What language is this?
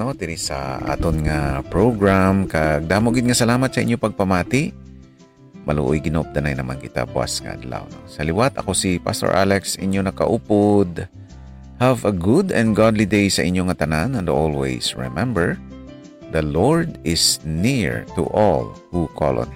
Hiligaynon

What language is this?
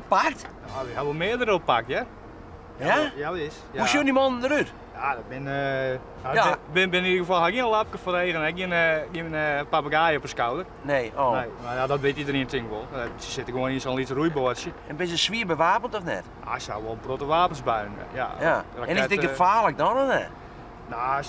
Western Frisian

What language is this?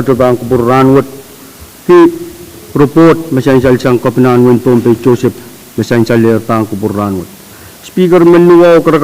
Pohnpeian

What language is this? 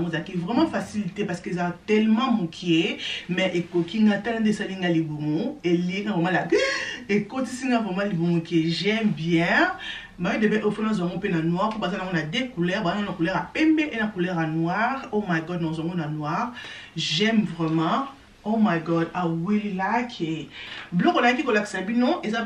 Lingala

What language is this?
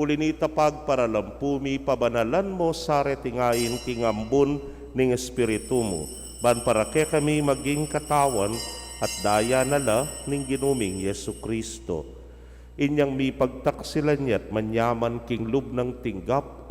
Pampanga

